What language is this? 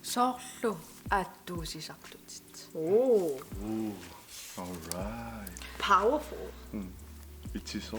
Kalaallisut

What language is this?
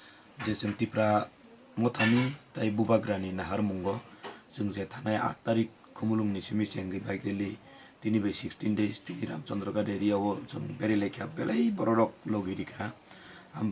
Kok Borok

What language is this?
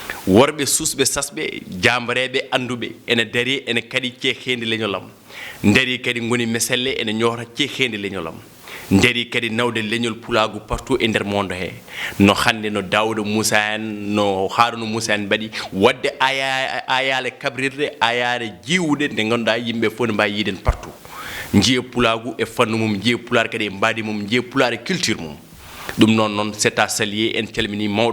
Fula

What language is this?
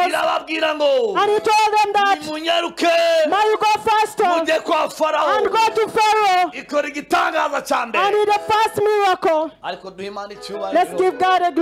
Kinyarwanda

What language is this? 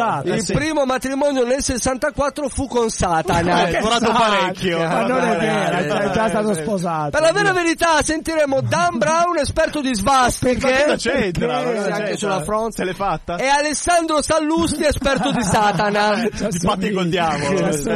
Italian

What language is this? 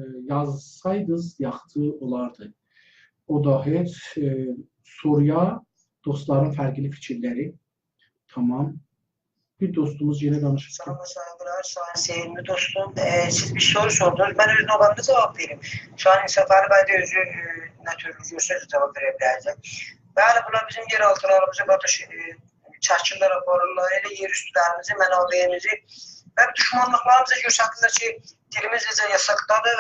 South Azerbaijani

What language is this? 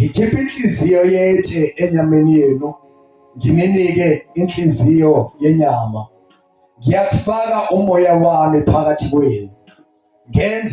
Zulu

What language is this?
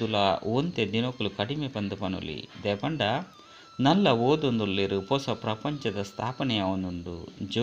Tulu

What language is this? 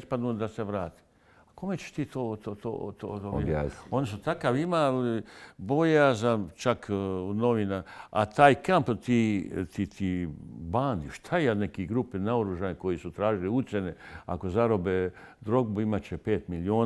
Bosnian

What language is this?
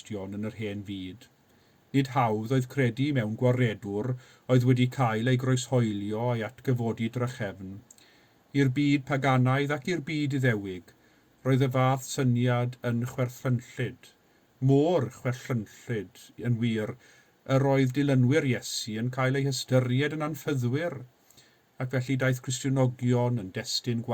Welsh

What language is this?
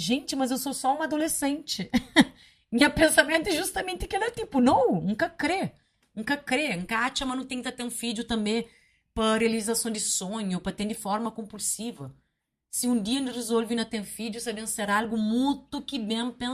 Kabuverdianu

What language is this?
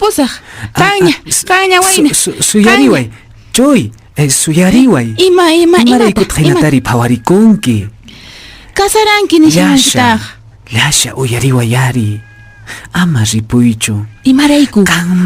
Quechua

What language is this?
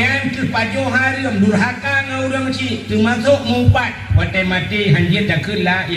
Achinese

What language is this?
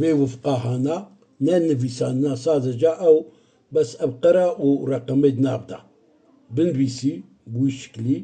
Kurdish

